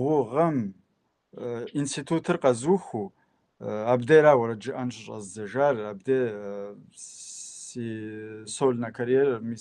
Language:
Kabardian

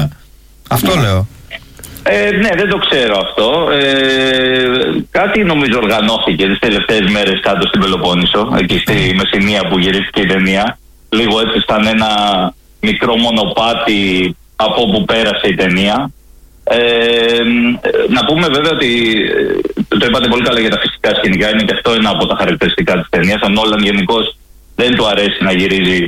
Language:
Greek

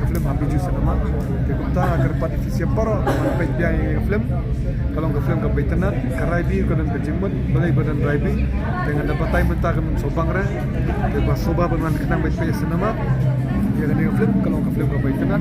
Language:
Khasi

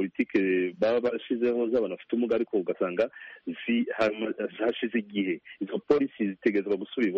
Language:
Kinyarwanda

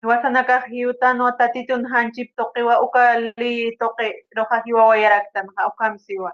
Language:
Aymara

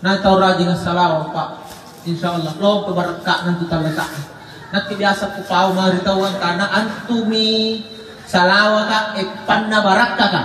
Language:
Makasar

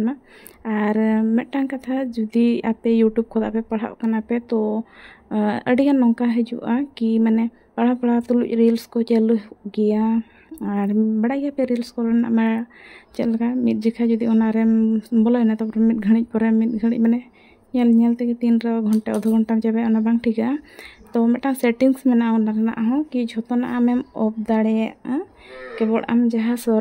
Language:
Santali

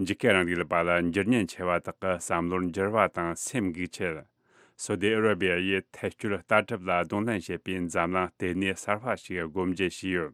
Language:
Tibetan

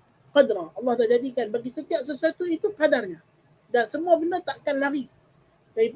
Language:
Malay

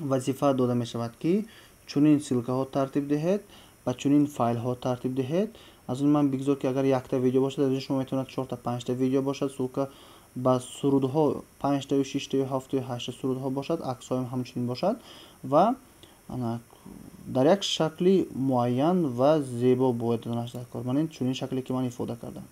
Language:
Tajik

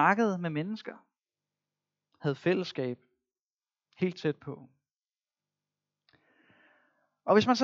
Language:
Danish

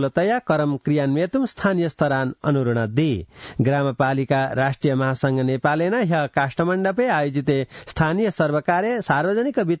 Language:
Sanskrit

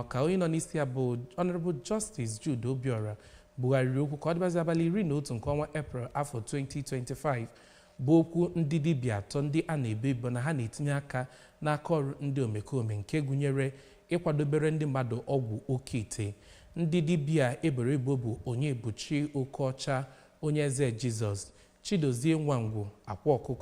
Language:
Igbo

